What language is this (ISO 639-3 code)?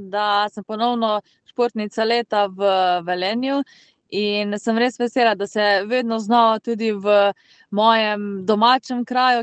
slv